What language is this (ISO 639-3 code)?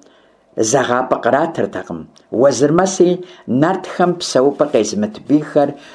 kbd